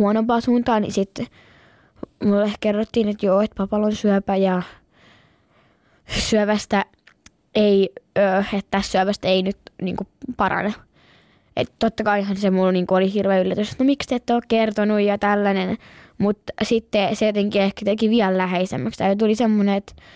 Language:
Finnish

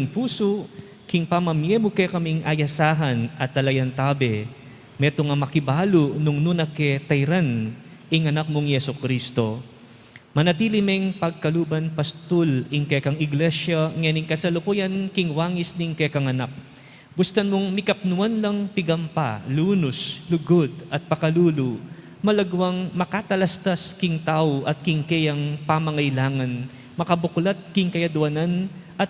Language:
Pampanga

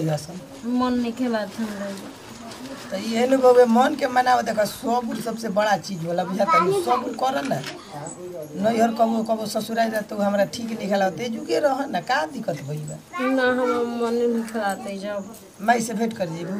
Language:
Bhojpuri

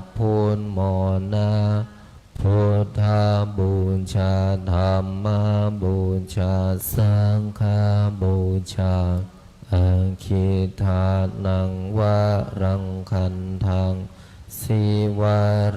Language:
Pali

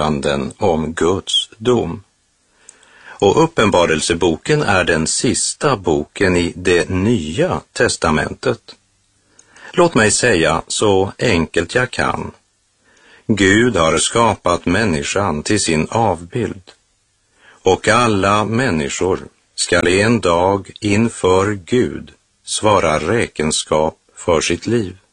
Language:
Swedish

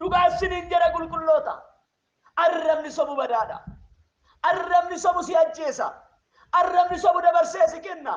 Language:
Oromo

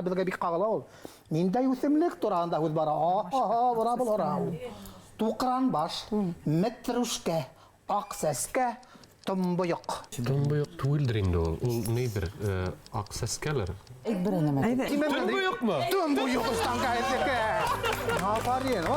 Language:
Bashkir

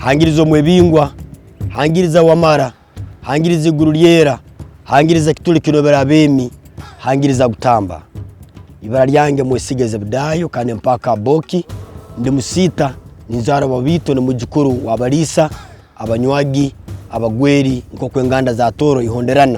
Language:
Tooro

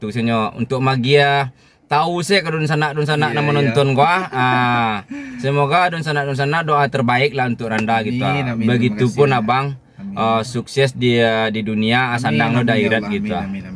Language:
Minangkabau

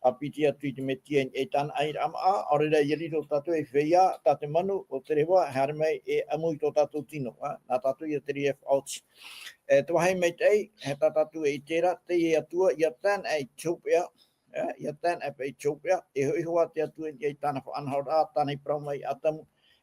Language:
Tahitian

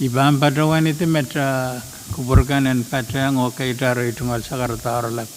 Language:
Pohnpeian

